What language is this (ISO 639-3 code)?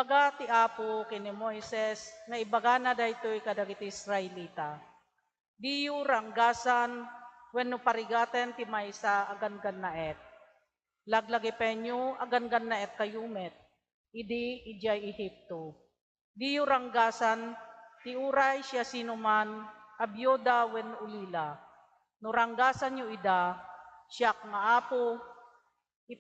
ilo